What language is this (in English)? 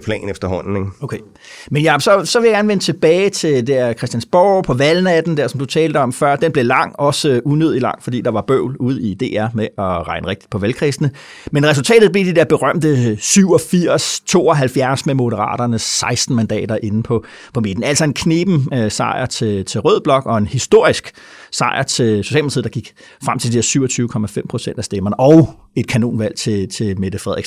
Danish